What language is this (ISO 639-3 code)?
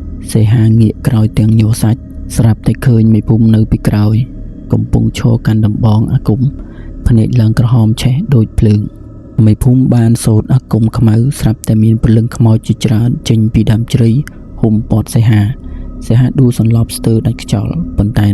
khm